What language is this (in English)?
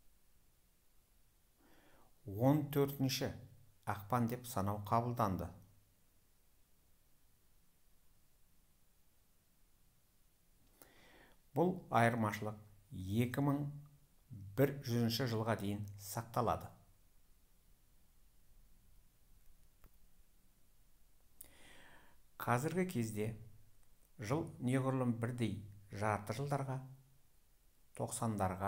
Kazakh